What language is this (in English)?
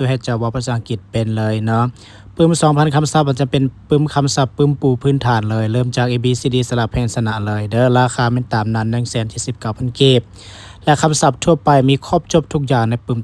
Lao